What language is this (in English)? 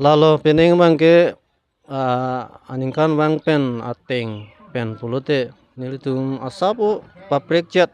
Karbi